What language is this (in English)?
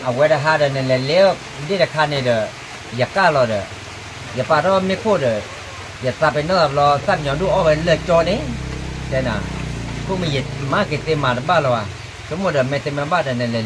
S'gaw Karen